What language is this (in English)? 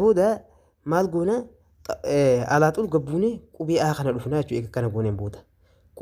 Oromo